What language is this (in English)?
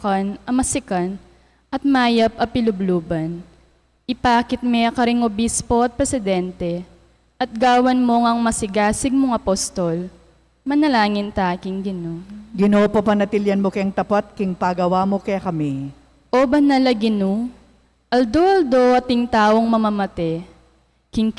Pampanga